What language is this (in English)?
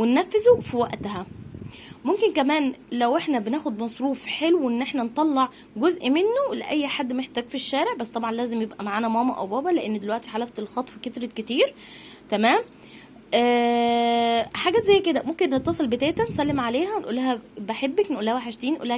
Egyptian Arabic